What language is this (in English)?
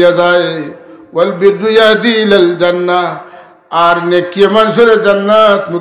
Sylheti